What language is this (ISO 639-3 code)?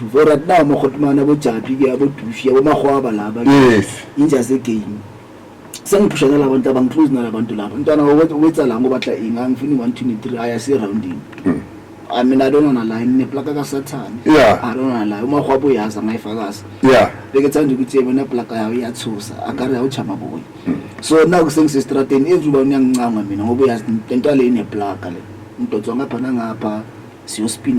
zul